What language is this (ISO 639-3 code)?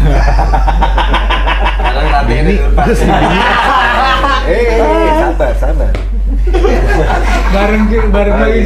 ind